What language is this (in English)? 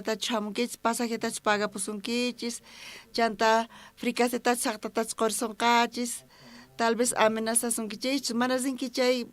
South Bolivian Quechua